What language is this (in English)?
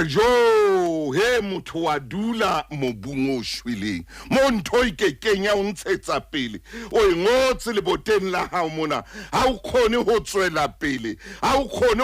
Southern Sotho